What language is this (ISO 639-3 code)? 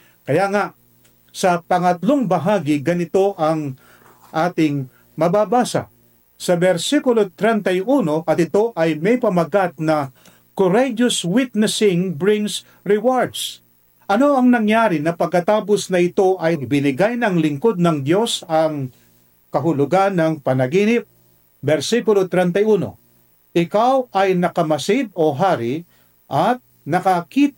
fil